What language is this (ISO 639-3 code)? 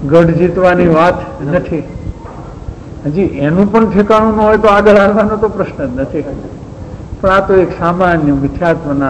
guj